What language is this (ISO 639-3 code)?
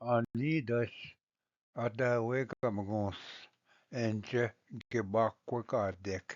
oji